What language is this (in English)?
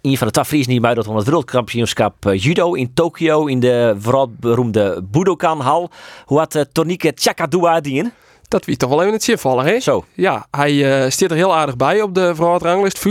Western Frisian